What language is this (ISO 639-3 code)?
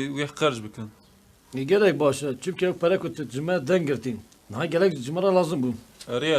kur